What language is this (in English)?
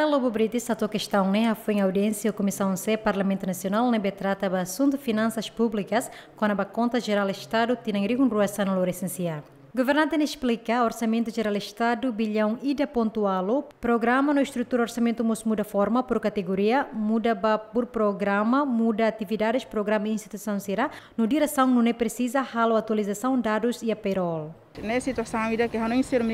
Tetum